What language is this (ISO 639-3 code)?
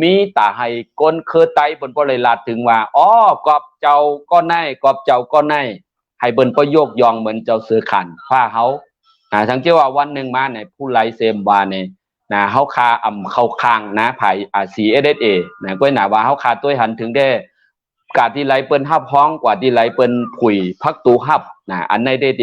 shn